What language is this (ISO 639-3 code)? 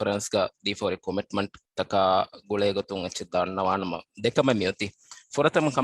div